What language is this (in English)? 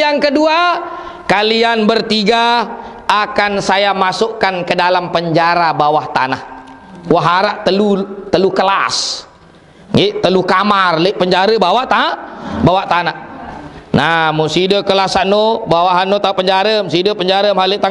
Sasak